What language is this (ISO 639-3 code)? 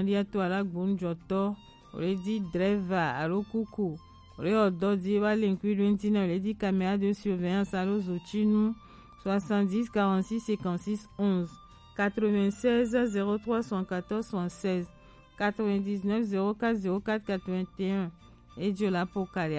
gej